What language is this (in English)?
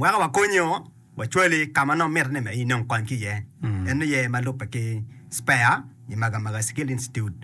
Acoli